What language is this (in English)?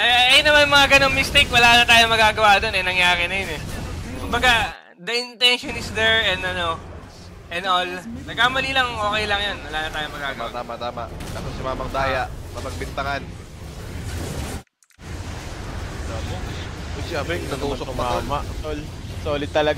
Filipino